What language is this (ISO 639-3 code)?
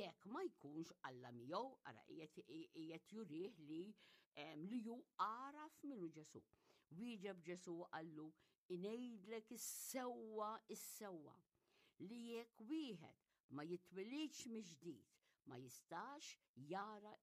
mlt